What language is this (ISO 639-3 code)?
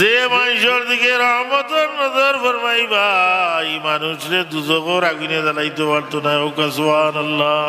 syl